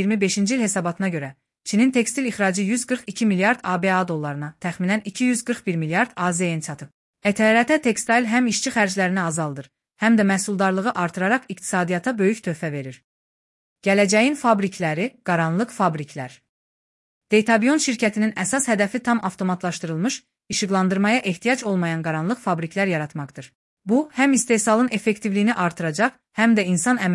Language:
Azerbaijani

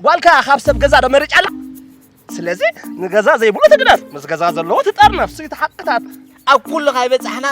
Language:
Tigrinya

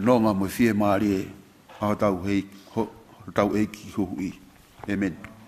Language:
Tongan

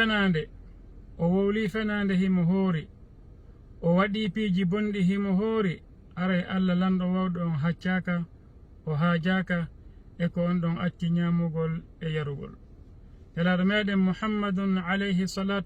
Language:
Fula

